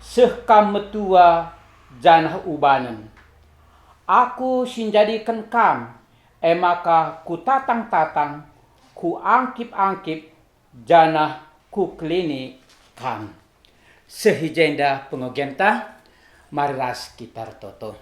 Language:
Batak Karo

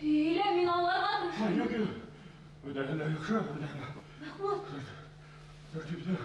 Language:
Bashkir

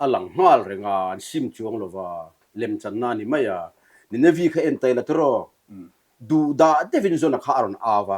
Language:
Mizo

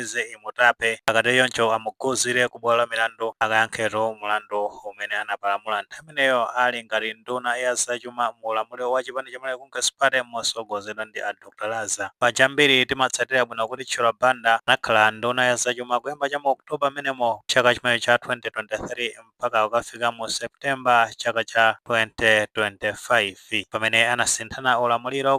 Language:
Nyanja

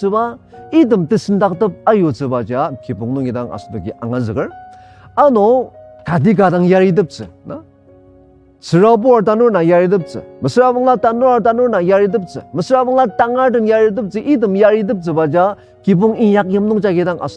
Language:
Ao Naga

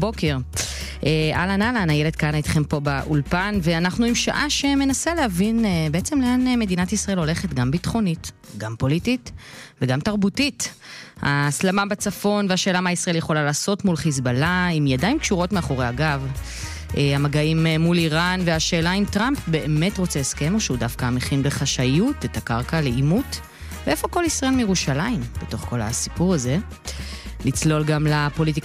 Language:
Hebrew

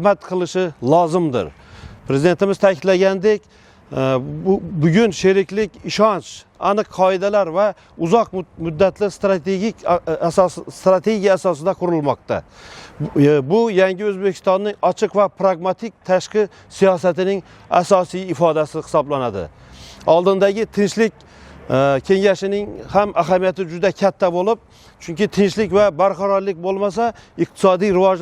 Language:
Uzbek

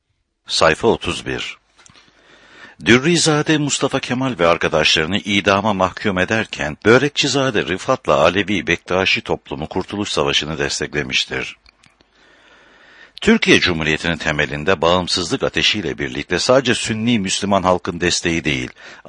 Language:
Turkish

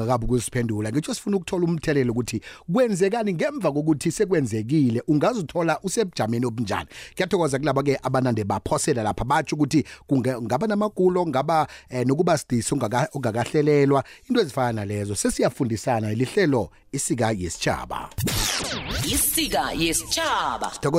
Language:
South Ndebele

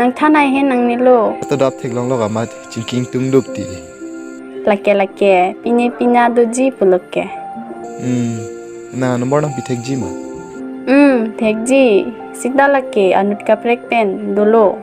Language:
Karbi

